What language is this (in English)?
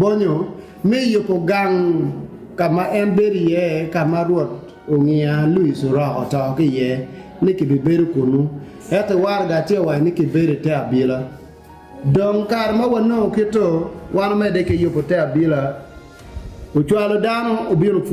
Acoli